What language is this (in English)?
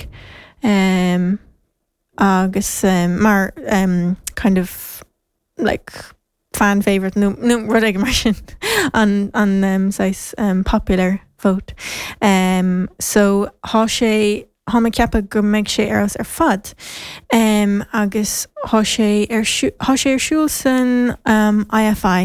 Irish